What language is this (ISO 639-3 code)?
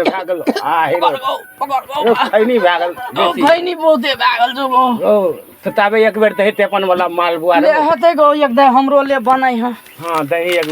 mai